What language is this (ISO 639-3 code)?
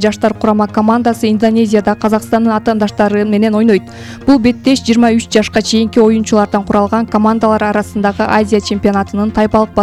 kir